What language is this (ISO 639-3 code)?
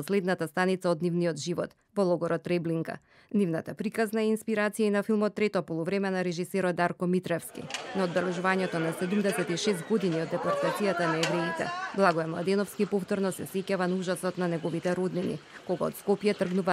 mkd